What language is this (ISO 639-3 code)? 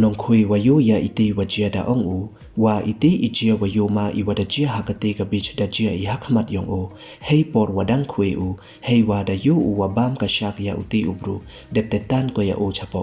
pbv